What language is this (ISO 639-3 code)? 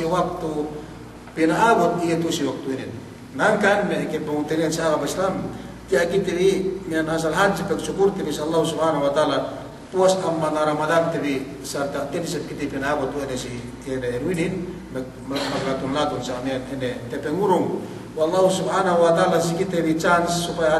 yka